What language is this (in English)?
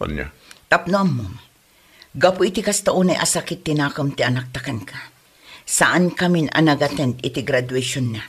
Iloko